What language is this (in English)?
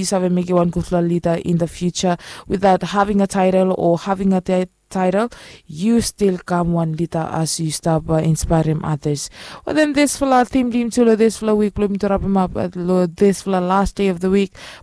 Bislama